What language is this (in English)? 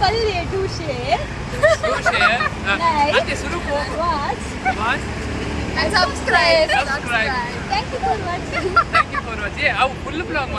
Tulu